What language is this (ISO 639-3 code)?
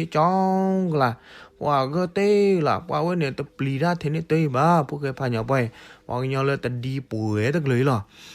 ksw